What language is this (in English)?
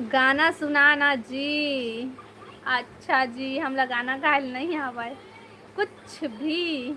Chhattisgarhi